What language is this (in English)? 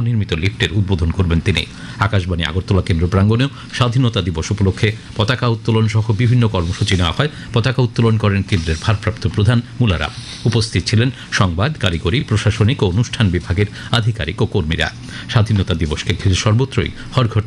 Bangla